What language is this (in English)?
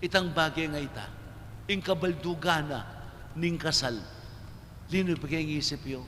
Pampanga